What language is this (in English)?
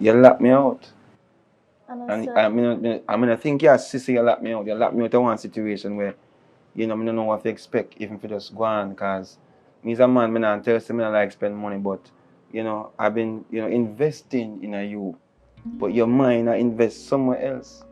Jamaican Creole English